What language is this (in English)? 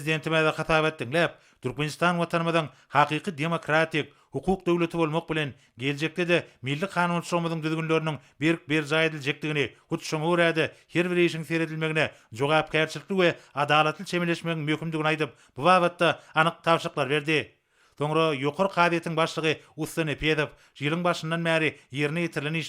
Turkmen